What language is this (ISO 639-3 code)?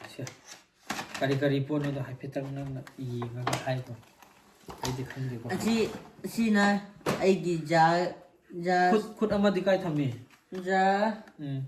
mni